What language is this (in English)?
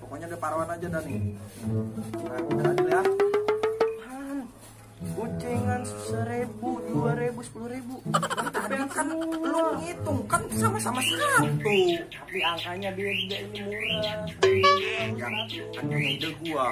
Betawi